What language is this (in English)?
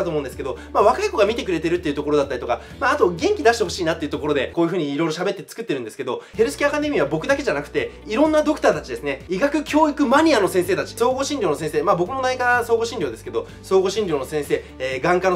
Japanese